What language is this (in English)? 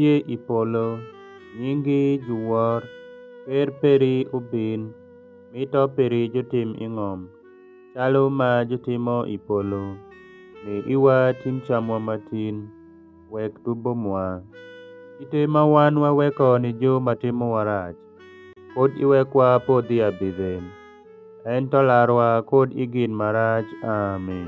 Alur